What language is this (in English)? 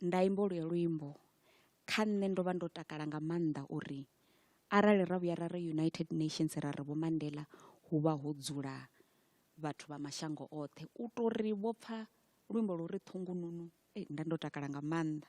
Venda